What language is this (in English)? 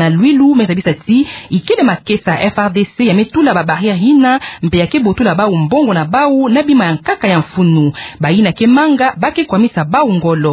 Kituba (Democratic Republic of Congo)